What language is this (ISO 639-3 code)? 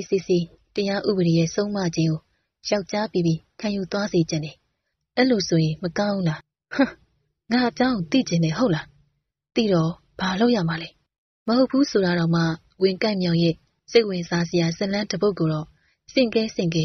mya